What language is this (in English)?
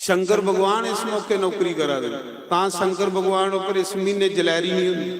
Dogri